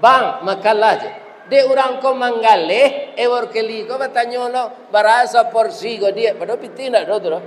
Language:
Minangkabau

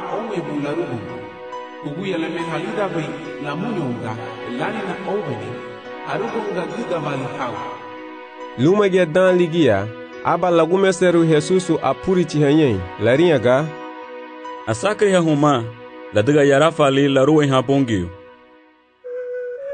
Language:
Garifuna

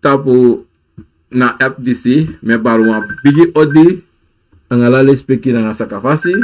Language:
Sranan Tongo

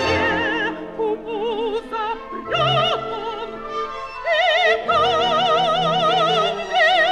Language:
Russian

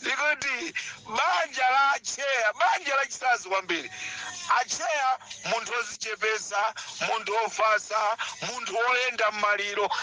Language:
Nyanja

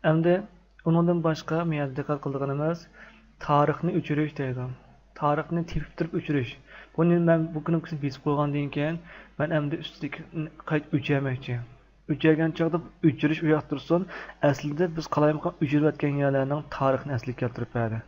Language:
Uyghur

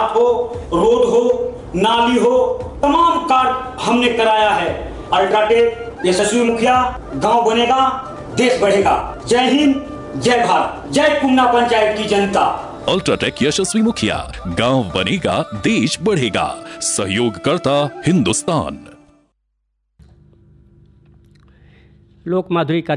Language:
Hindi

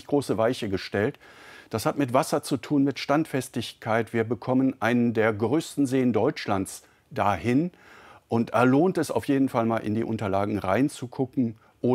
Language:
German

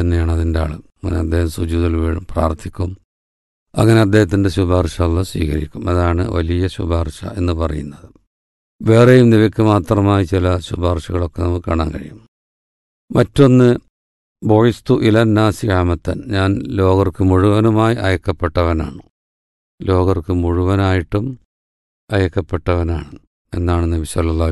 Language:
Malayalam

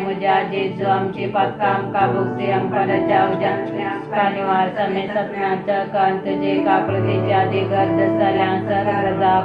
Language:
Konkani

